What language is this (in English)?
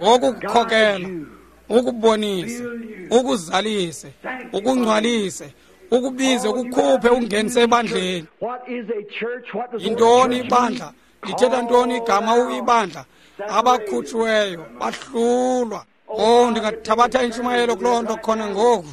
Xhosa